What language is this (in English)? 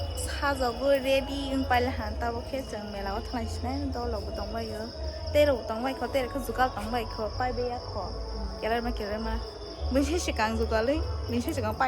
Kok Borok